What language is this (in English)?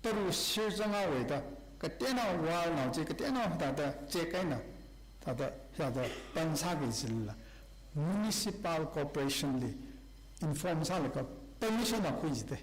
Tangkhul Naga (India)